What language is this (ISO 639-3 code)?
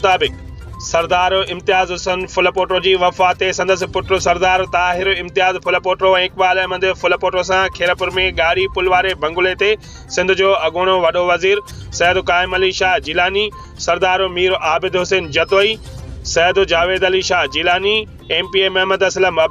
snd